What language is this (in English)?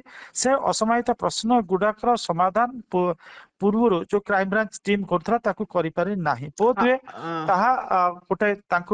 Odia